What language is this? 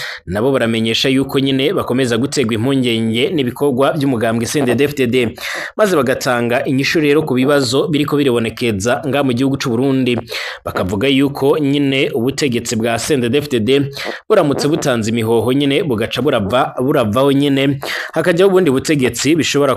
Rundi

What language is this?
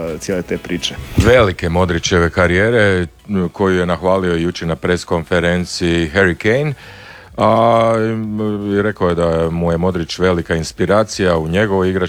Croatian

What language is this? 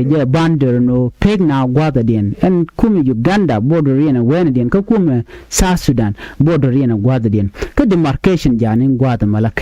Nuer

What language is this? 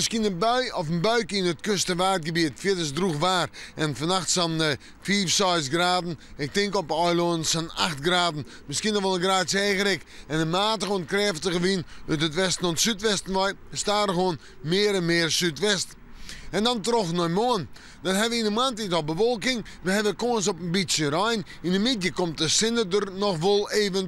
Western Frisian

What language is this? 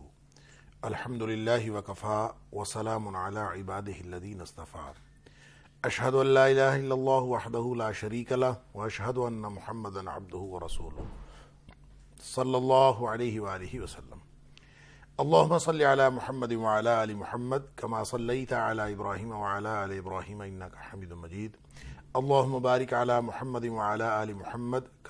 Urdu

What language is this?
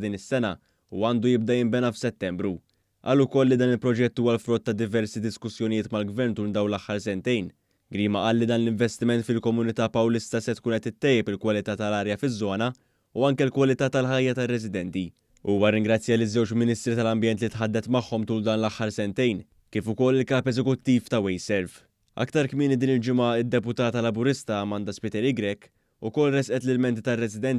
Maltese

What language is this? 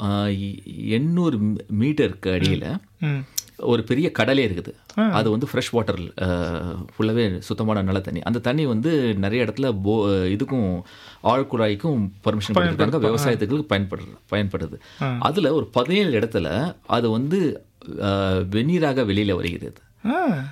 Tamil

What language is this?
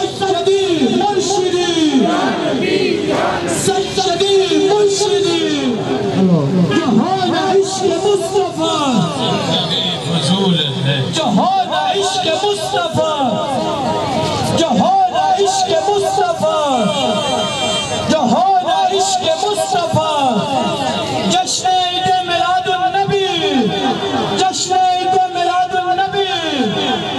Urdu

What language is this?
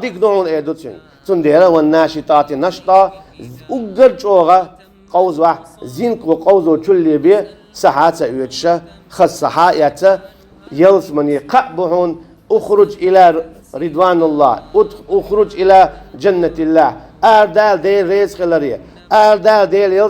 Chechen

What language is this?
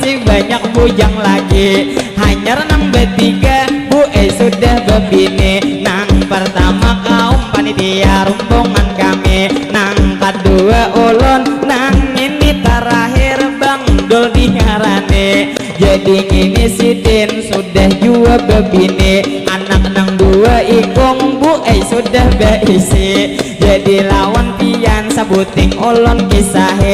Banjar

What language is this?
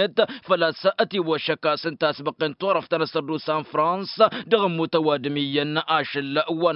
Tamasheq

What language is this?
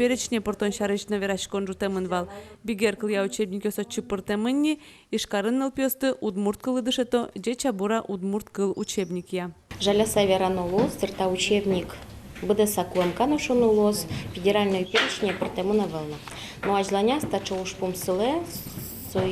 Udmurt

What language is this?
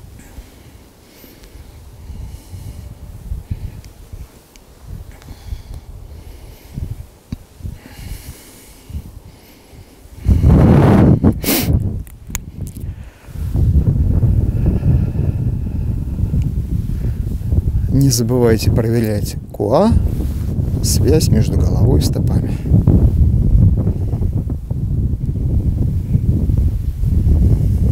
Russian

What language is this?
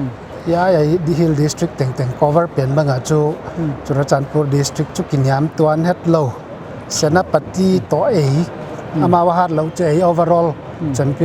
Paite Chin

